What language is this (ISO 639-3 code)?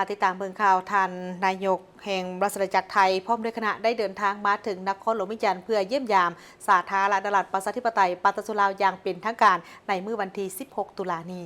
lao